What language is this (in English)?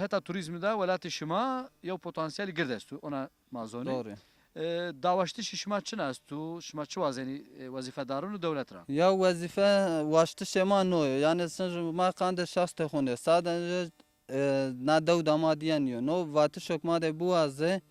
Zaza